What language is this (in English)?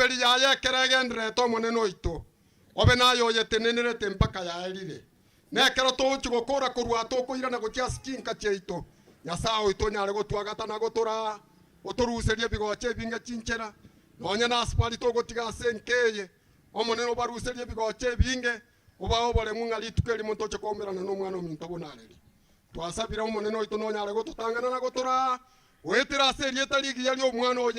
Gusii